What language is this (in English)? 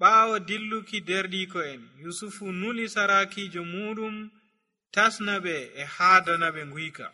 Nigerian Fulfulde